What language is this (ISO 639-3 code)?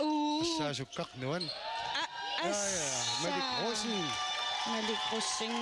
kal